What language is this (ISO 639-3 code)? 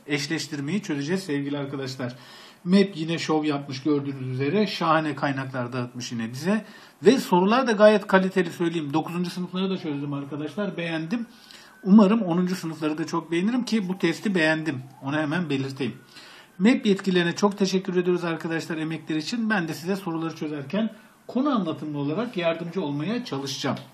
tur